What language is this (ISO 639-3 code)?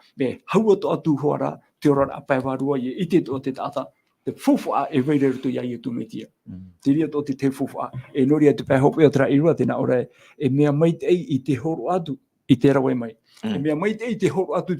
tah